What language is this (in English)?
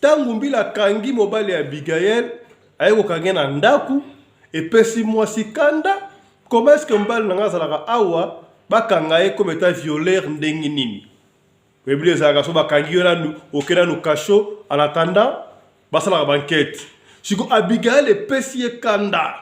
Lingala